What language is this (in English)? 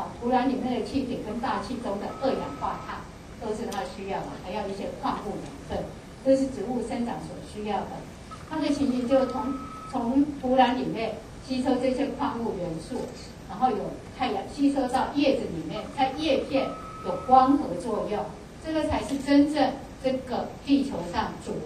Chinese